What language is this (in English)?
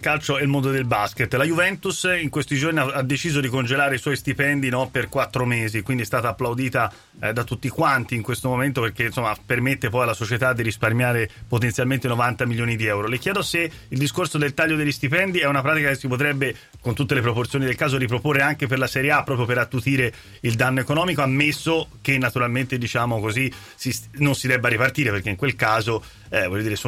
Italian